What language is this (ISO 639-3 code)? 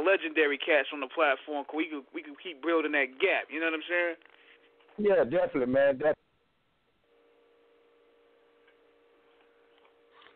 eng